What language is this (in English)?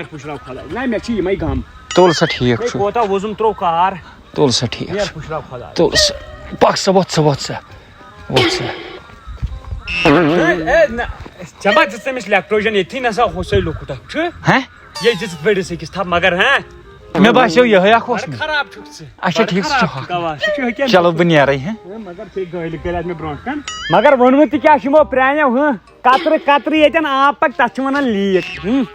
Kashmiri